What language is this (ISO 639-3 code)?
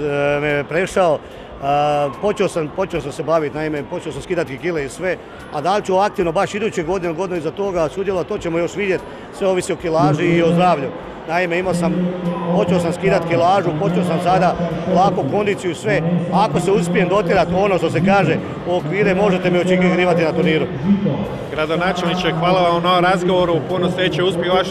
hrv